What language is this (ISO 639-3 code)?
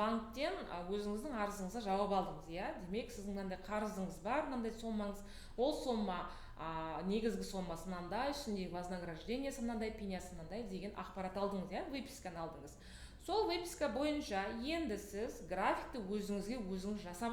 kaz